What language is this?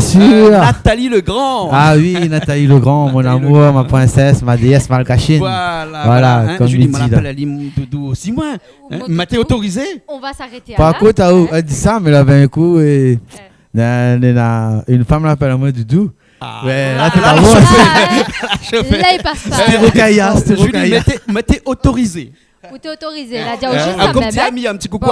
Réunion Creole French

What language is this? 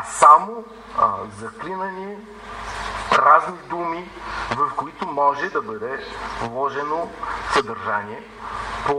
Bulgarian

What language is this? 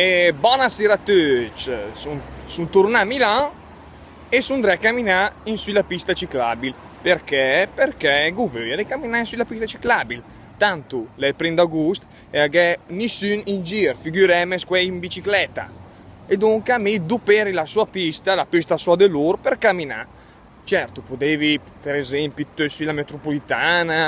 Lombard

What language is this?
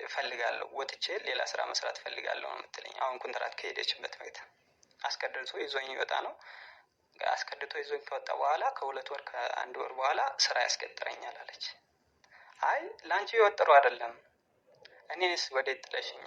Amharic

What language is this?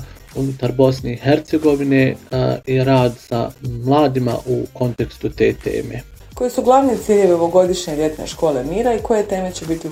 Bosnian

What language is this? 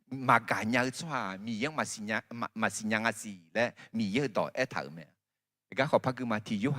Akha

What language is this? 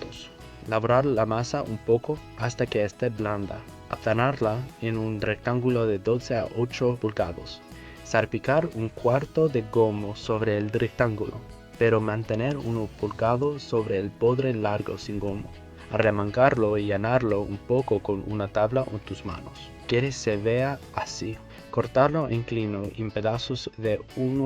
Ladino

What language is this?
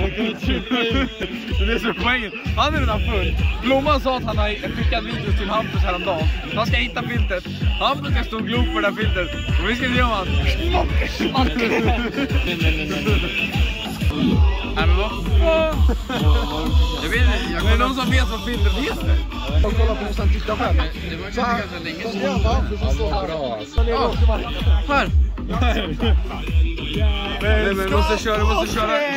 Swedish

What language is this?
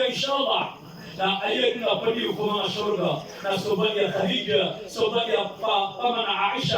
Maranao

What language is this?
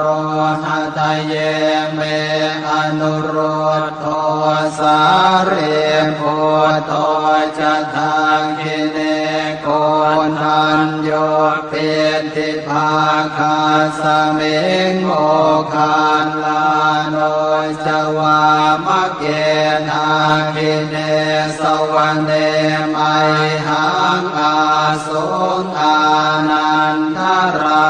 Pali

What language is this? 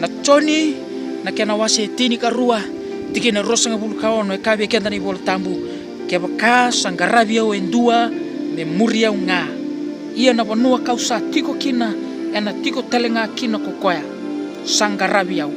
Fijian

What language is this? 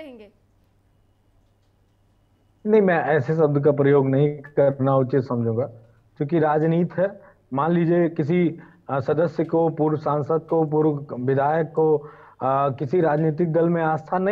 Hindi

